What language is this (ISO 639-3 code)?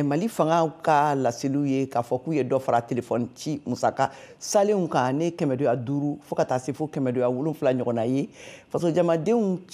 bam